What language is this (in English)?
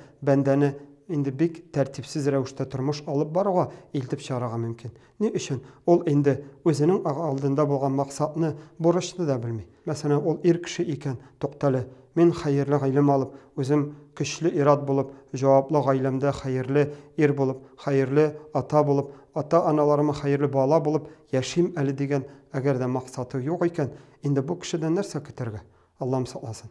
Tatar